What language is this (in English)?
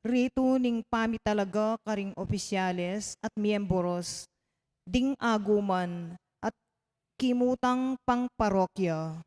Pampanga